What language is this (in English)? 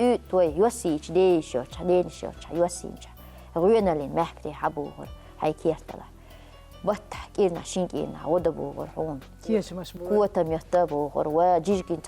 Chechen